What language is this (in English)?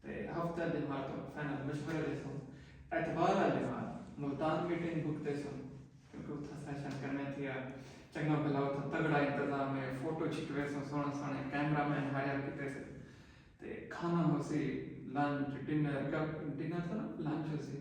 Saraiki